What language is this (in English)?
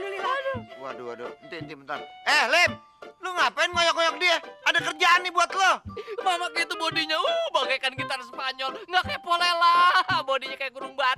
Betawi